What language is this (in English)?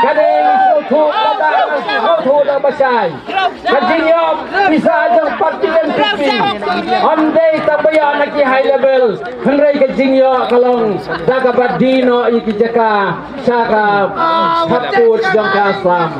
Khasi